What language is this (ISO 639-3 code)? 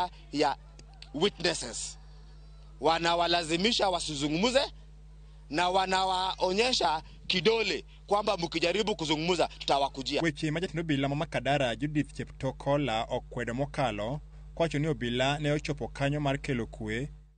luo